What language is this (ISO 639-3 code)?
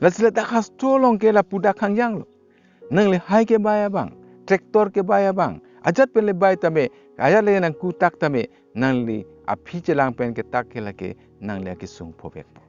mjw